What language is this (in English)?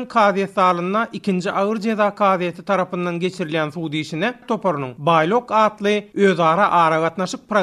Turkmen